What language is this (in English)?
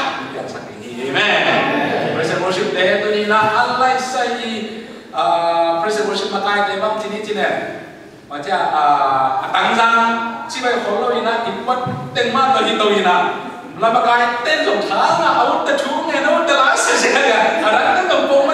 Tedim Chin